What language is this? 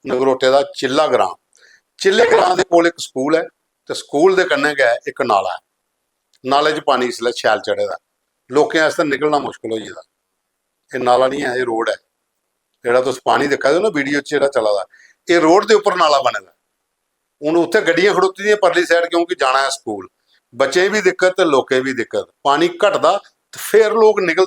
Dogri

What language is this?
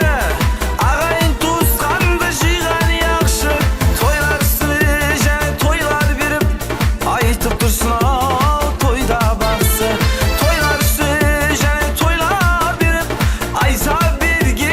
Kara-Kalpak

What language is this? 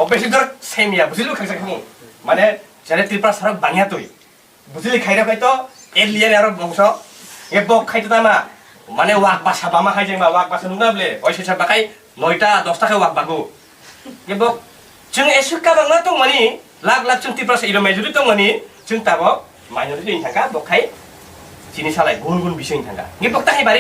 Kok Borok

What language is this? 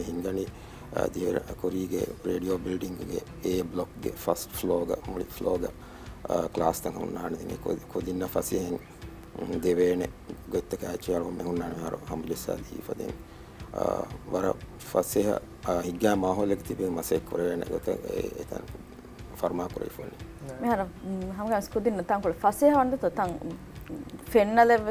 Divehi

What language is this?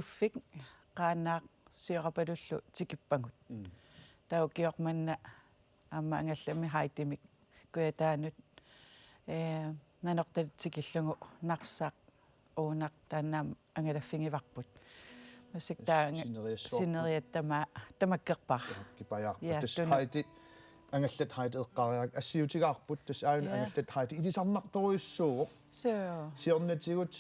Kalaallisut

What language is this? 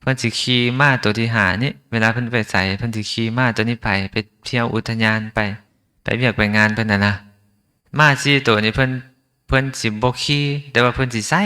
Lao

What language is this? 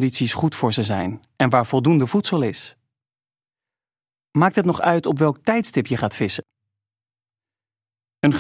Dutch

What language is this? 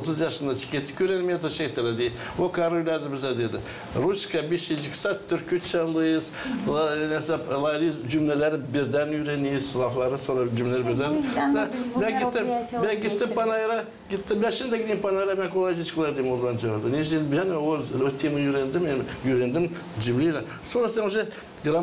Gagauz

